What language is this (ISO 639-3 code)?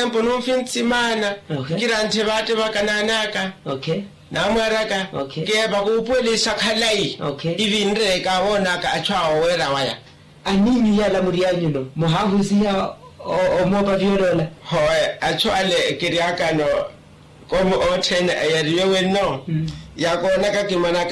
vmw